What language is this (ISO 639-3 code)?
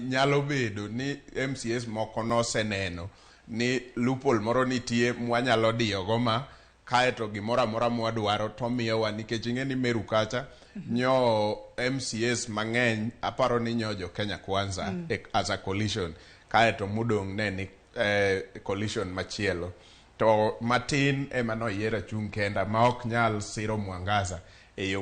luo